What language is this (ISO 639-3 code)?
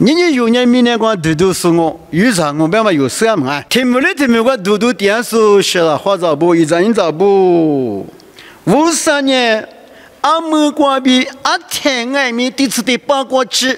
lis